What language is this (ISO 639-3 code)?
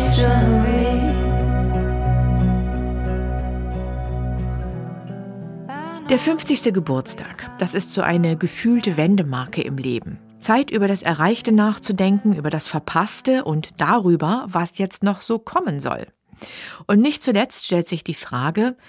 deu